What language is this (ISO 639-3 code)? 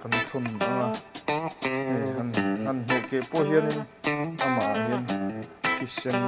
lus